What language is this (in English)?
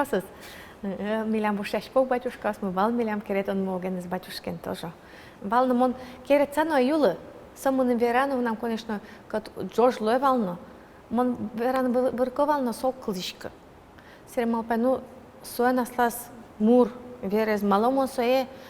Udmurt